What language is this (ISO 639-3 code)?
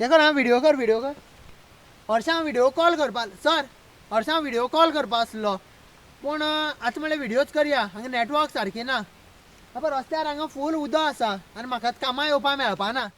kok